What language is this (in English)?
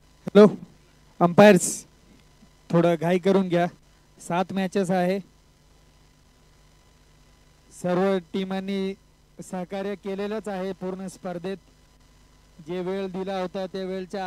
Marathi